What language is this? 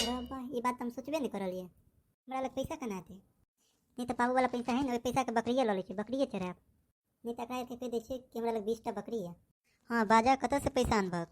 Maithili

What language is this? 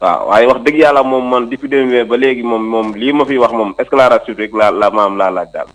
Wolof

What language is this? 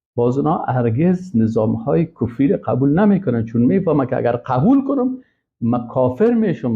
Persian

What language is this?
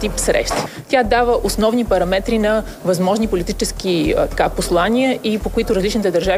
Bulgarian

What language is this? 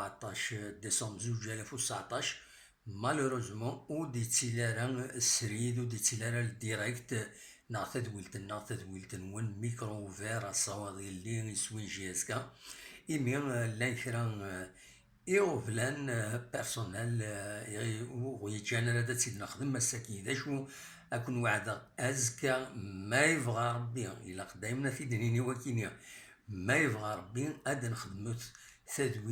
Kabyle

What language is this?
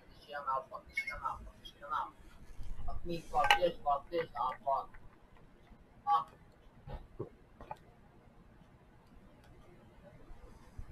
English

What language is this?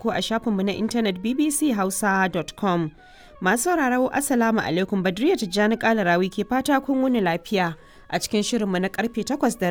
Hausa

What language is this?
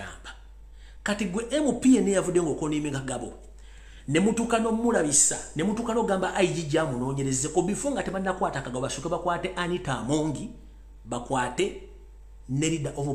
Ganda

